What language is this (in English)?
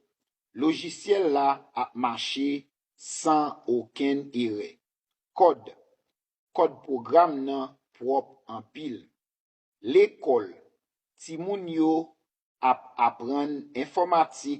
Haitian Creole